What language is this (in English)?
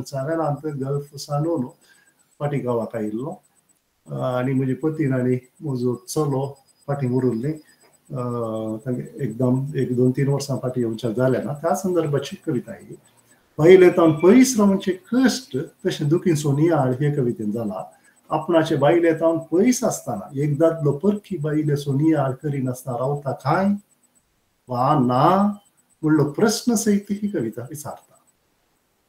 Konkani